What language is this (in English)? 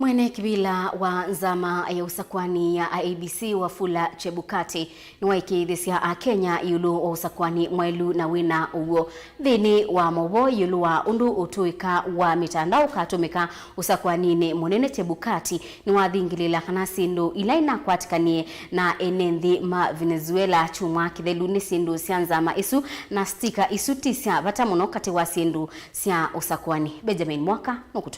Kamba